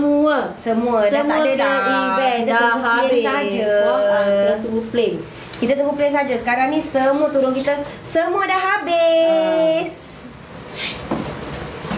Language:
Malay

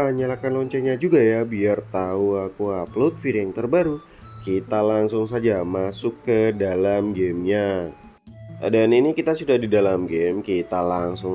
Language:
Indonesian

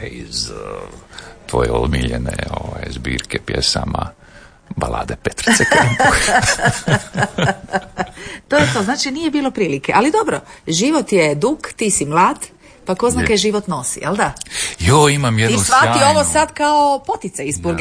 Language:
Croatian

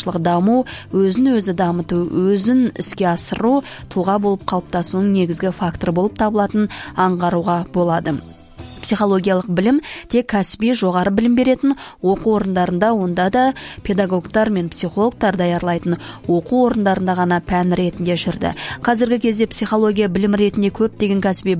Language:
Kazakh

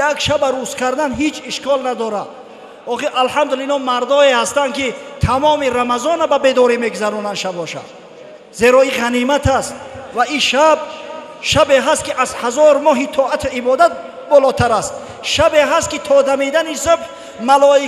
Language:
Tajik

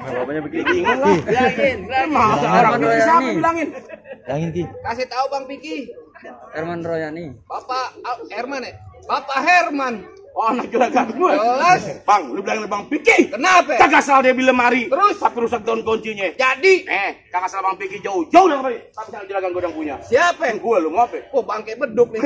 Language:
Betawi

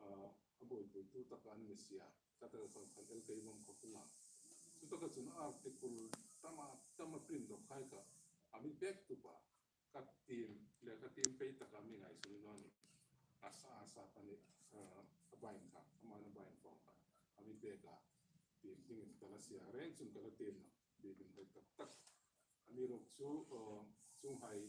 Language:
Hmar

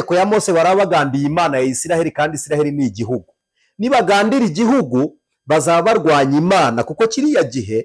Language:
Kinyarwanda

